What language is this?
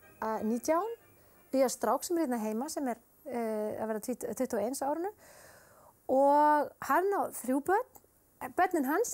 Icelandic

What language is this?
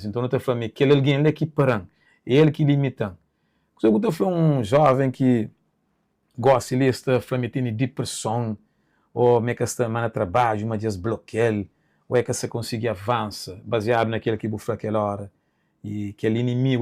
Kabuverdianu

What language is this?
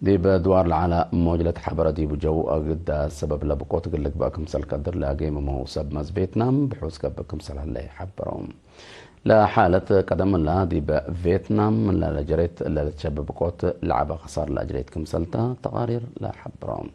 Tigre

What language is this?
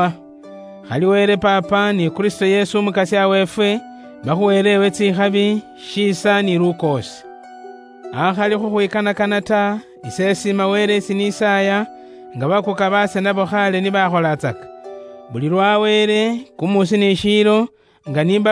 Luyia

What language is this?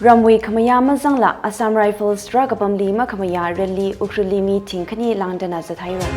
Tangkhul Naga (India)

